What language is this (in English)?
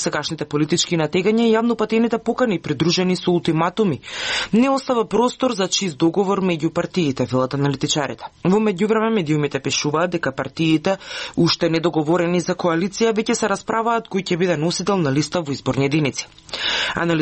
Macedonian